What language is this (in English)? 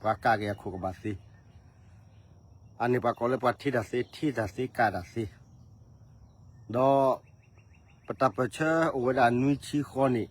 S'gaw Karen